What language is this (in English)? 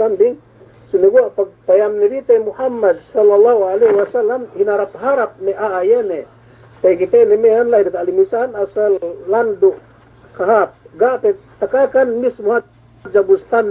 Yakan